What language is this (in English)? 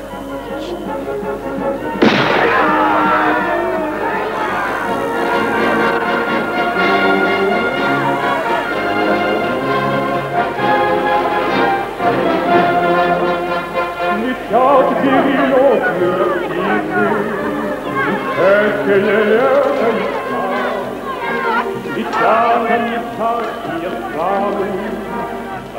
Russian